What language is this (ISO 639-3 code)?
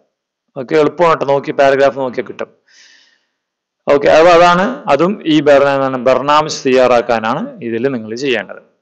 mal